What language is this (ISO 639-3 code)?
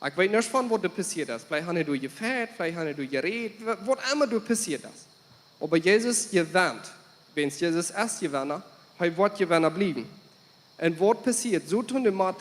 pdt